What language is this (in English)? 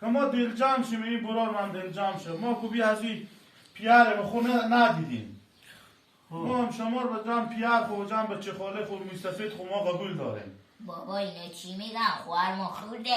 Persian